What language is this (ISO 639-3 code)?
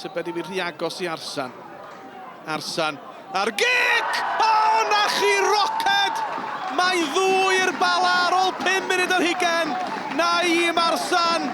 cym